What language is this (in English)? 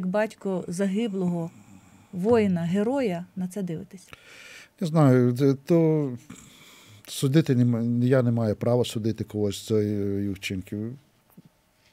Ukrainian